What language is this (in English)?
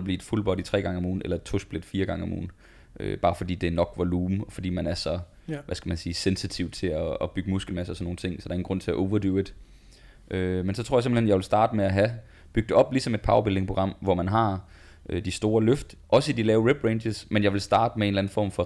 Danish